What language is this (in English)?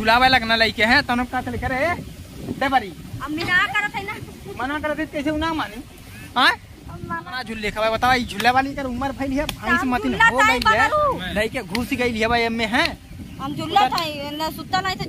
Bhojpuri